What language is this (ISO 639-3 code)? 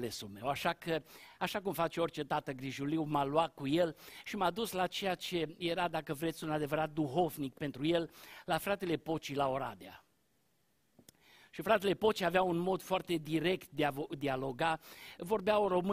ron